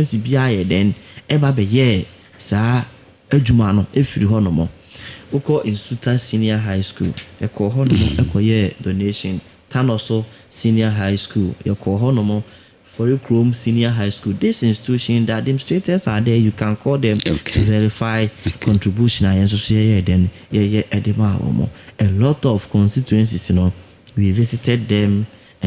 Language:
Akan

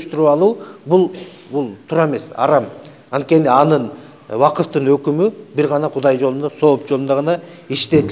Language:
Kyrgyz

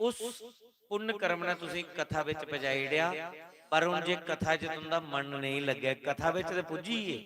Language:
Dogri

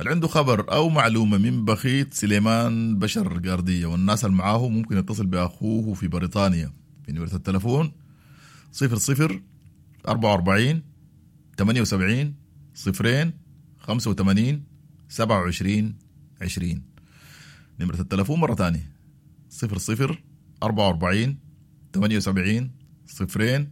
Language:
Sudanese Arabic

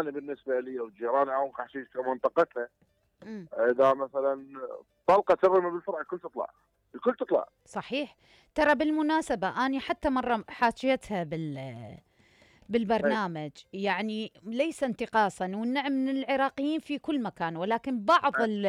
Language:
Mesopotamian Arabic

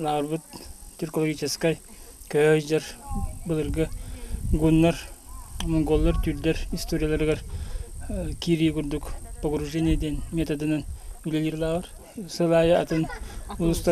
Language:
Yakut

